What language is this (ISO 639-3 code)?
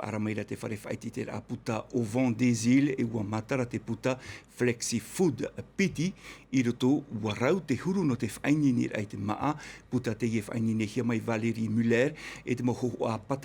tah